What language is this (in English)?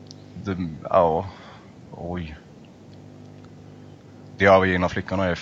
Swedish